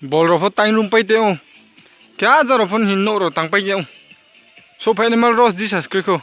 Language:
Riang (India)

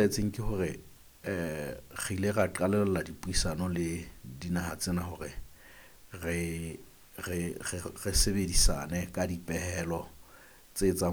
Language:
Southern Sotho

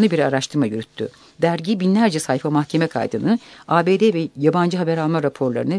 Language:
Turkish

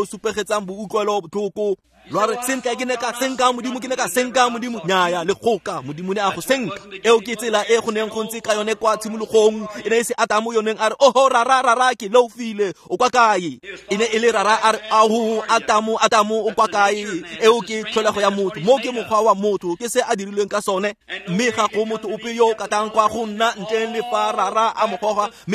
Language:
Tswana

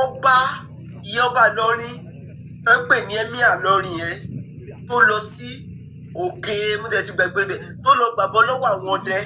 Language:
Yoruba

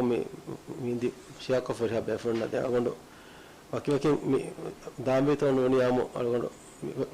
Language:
Divehi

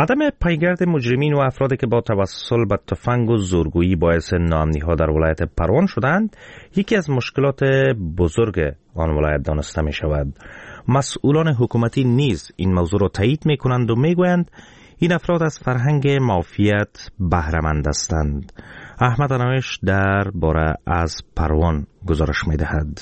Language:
Persian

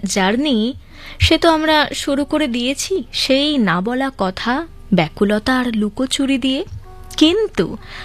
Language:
Bangla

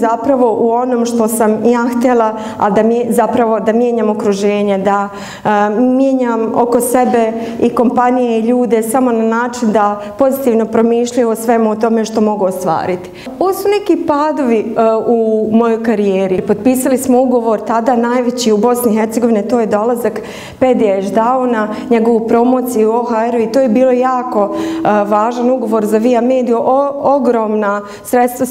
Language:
Bosnian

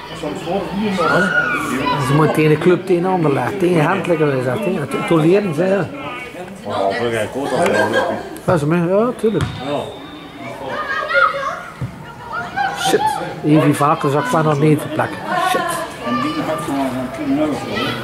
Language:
Dutch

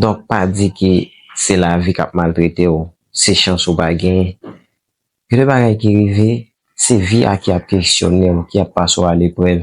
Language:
Haitian Creole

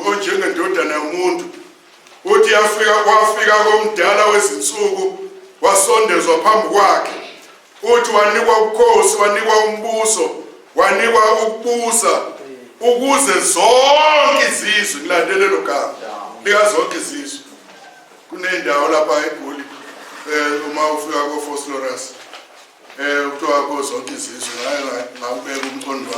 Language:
Zulu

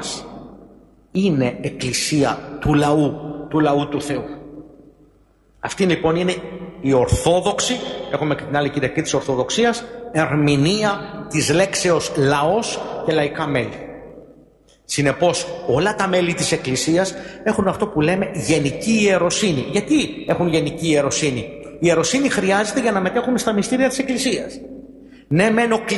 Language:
Greek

